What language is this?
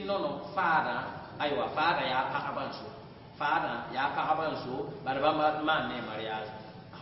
Mossi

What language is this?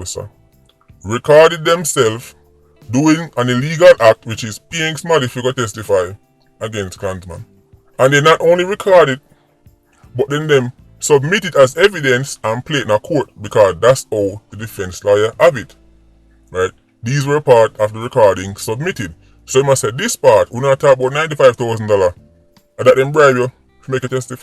Jamaican Creole English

